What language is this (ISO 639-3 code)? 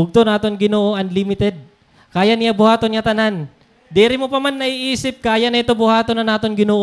war